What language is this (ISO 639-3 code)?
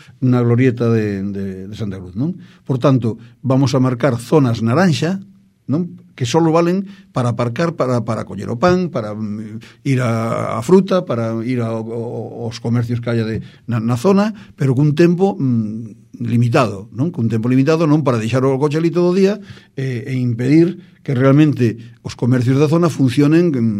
glg